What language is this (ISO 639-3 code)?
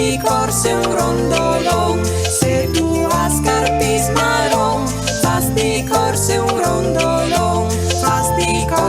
fur